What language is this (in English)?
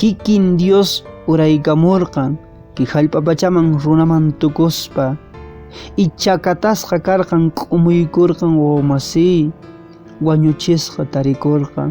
Quechua